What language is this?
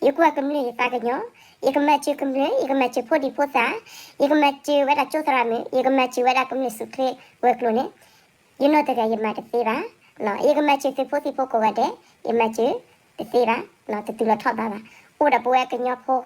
S'gaw Karen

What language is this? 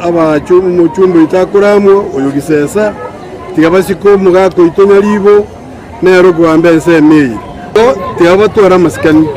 Gusii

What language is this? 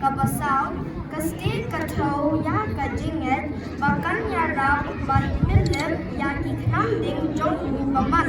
Khasi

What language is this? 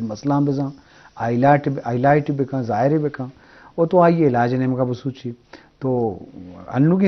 Eastern Balochi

